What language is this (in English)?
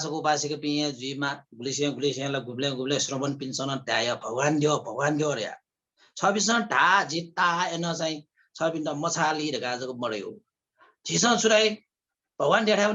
Newari